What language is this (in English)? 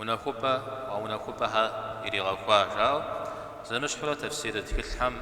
Kabardian